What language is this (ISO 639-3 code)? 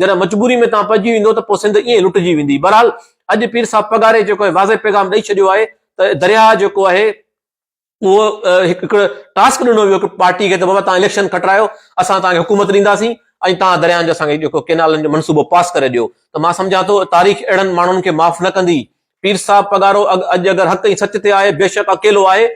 snd